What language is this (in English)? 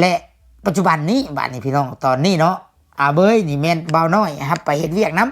Lao